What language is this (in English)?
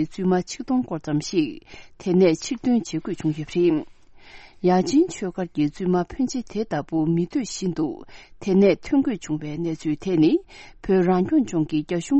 Tibetan